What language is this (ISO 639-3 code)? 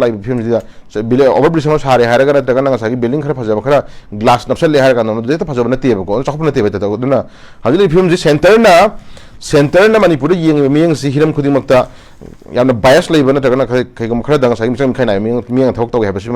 mni